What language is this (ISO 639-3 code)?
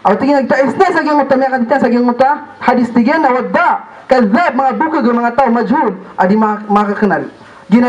mrw